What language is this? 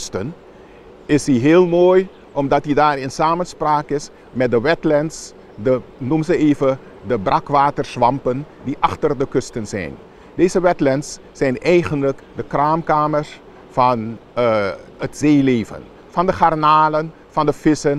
Dutch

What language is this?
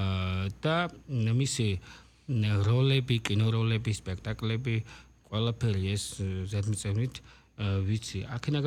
Georgian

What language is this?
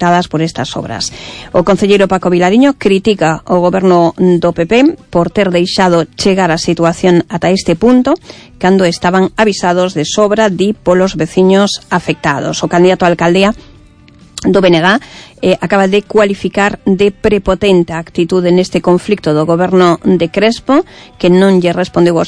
Galician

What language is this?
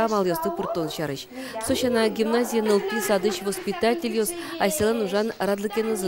Udmurt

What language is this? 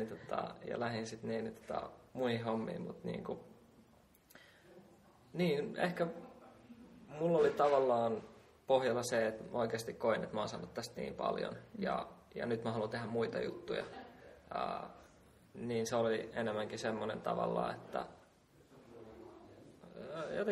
Finnish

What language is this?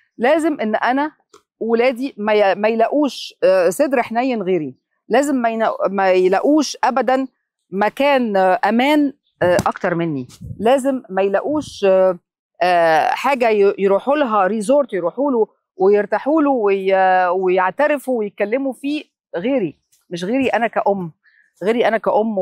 Egyptian Arabic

